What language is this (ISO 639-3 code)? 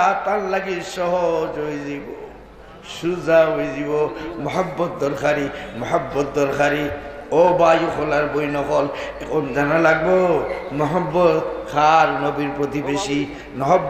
syl